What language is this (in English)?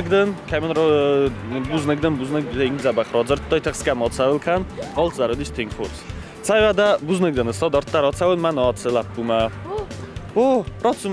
Ossetic